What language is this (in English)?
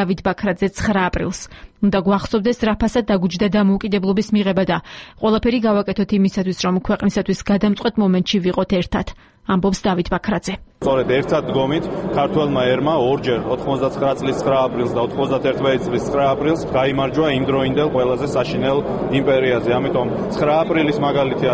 Georgian